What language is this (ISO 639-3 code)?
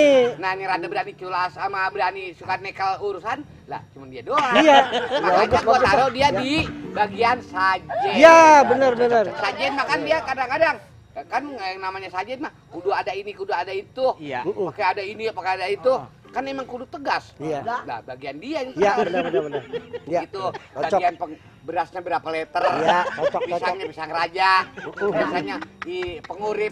bew